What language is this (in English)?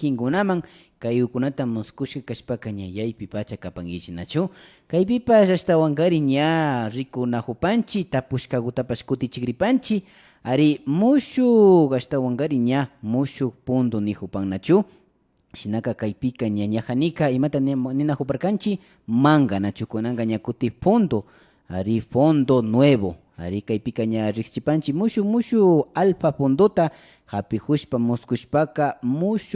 Imbabura Highland Quichua